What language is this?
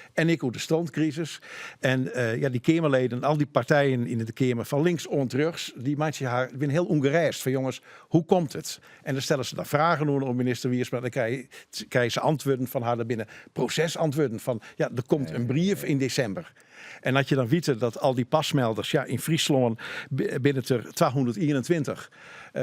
Western Frisian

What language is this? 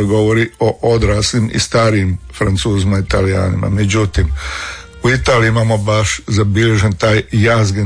Croatian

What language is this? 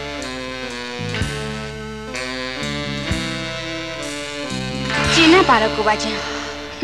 Burmese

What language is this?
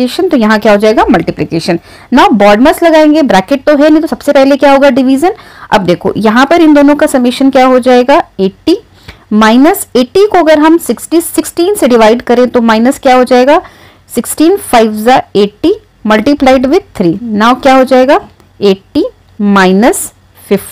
Hindi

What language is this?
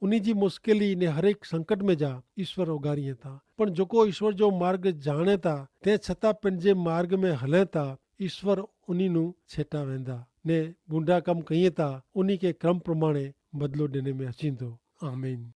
Kachhi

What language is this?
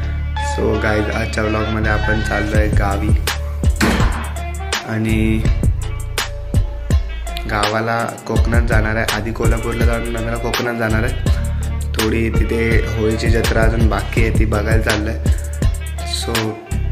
Marathi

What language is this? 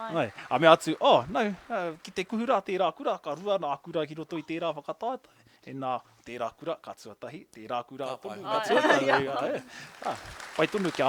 Māori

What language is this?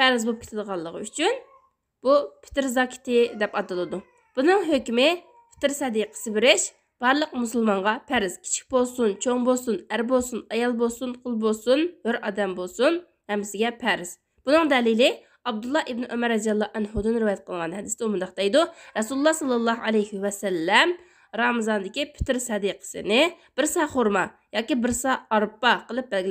Uyghur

